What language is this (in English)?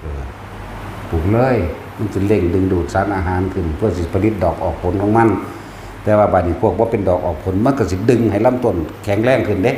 Northeastern Thai